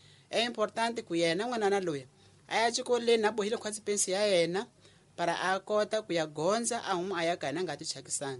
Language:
Tsonga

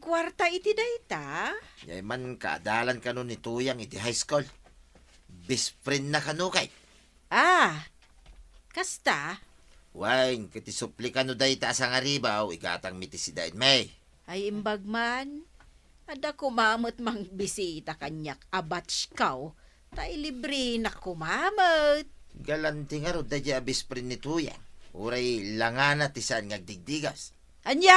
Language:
Iloko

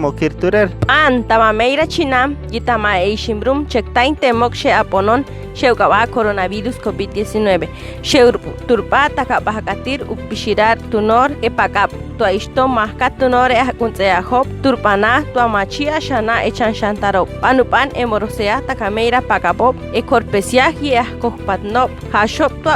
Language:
Chortí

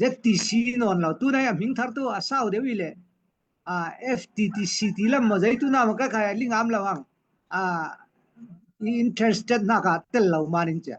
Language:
Falam Chin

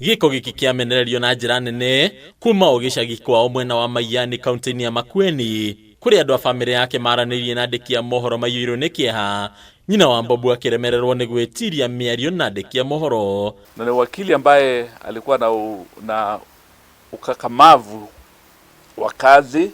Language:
Kikuyu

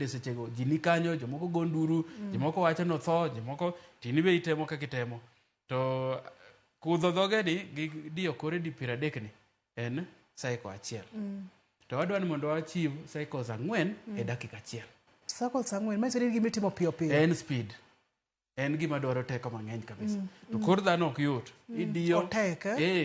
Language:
Luo (Kenya and Tanzania)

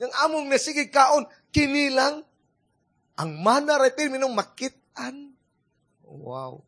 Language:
Cebuano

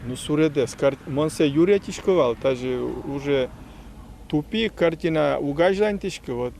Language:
Udmurt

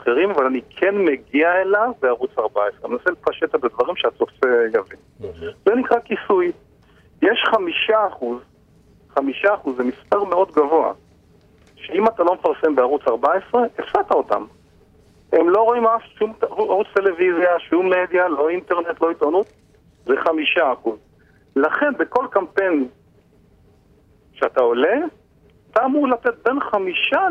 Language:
Hebrew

